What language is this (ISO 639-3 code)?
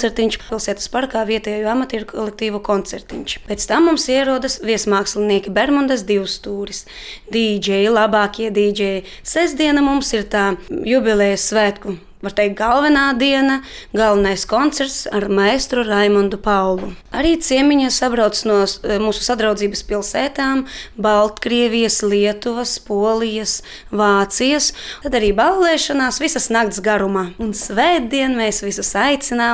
lav